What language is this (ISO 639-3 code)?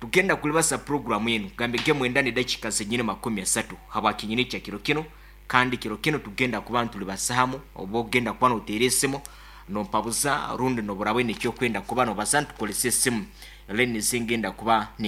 nyn